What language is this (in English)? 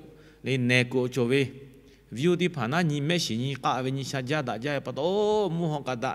Lahu